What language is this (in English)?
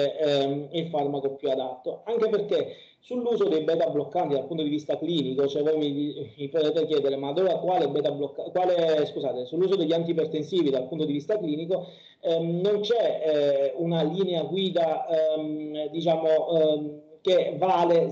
Italian